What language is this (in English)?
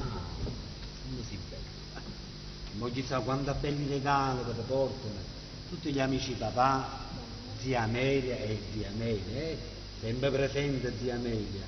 Neapolitan